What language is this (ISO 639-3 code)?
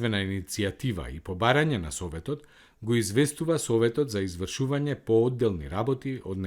mkd